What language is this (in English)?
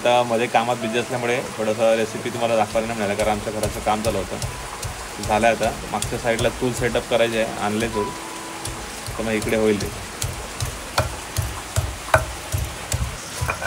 Marathi